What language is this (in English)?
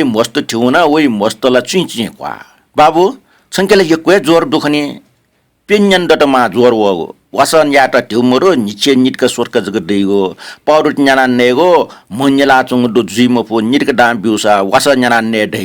Newari